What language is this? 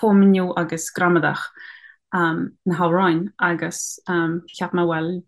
Irish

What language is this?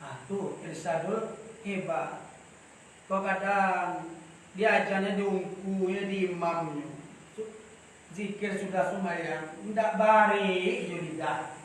Minangkabau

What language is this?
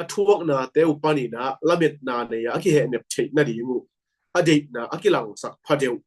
Tedim Chin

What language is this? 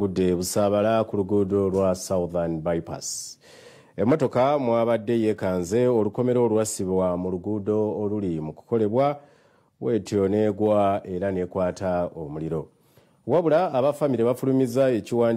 Ganda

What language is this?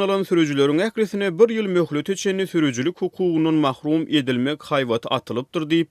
Turkmen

